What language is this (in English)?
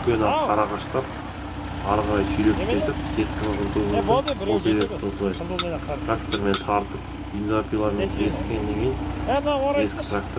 Kazakh